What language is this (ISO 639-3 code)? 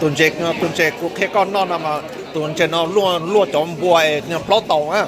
hmn